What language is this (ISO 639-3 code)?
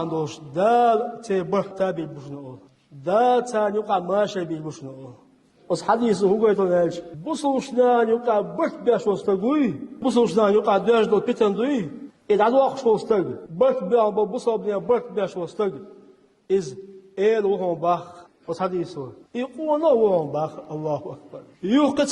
che